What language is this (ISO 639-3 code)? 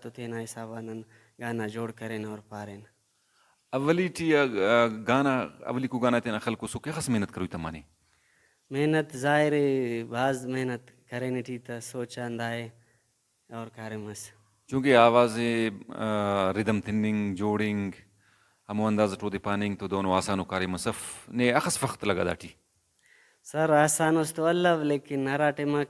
brh